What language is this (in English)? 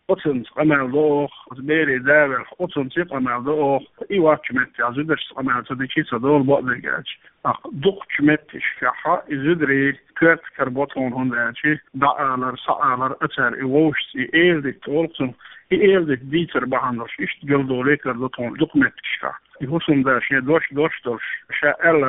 Chechen